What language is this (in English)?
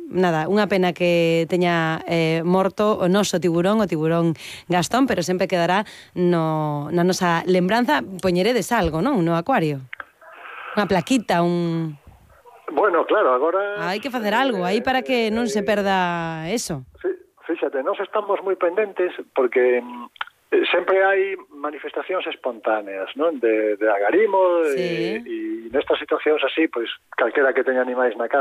Galician